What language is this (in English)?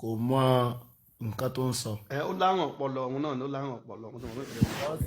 Yoruba